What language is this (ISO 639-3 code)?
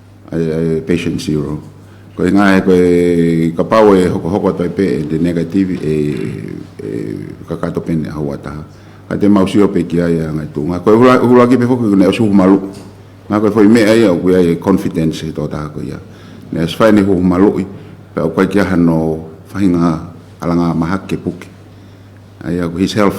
ton